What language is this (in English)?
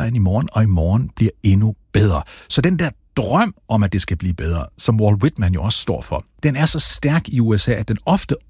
Danish